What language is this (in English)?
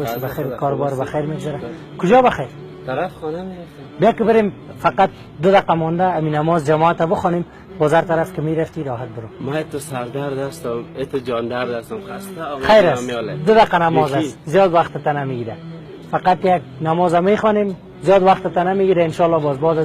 Tajik